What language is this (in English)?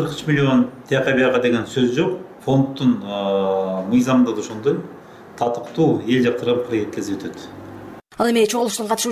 Kyrgyz